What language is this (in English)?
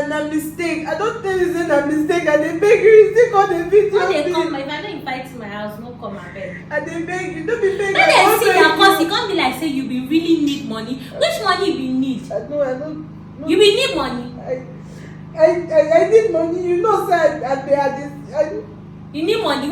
Nigerian Pidgin